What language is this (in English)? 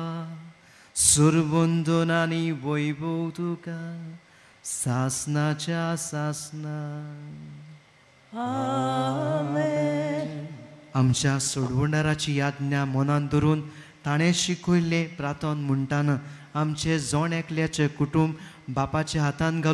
Konkani